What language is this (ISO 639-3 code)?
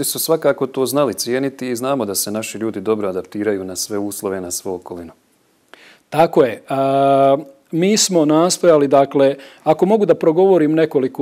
bos